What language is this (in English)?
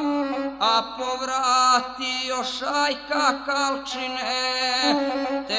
Serbian